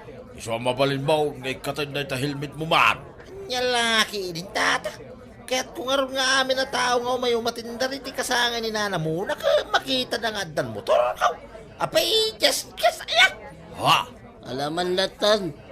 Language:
Iloko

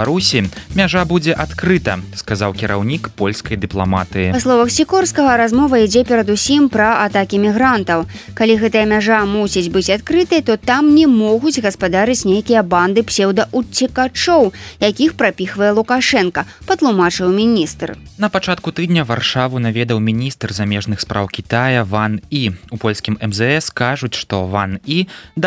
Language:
Belarusian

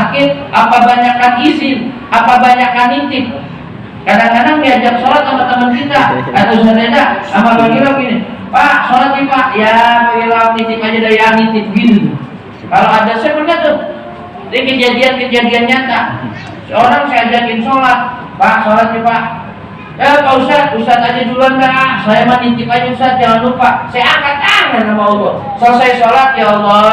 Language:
Betawi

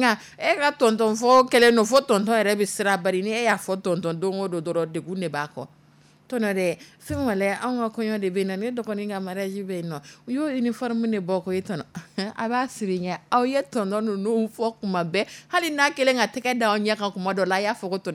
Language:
Dyula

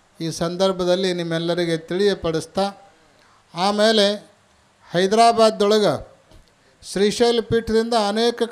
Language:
Kannada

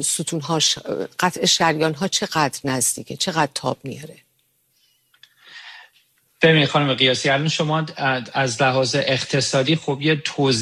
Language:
Persian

